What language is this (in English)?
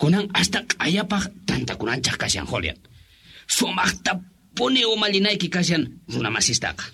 Quechua